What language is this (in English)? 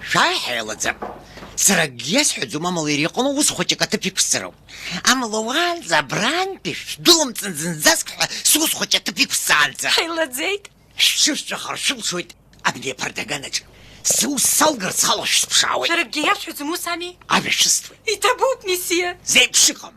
Abkhazian